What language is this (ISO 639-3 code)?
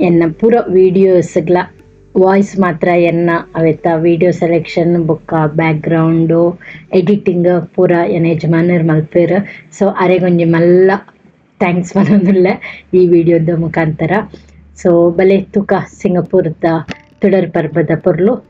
tcy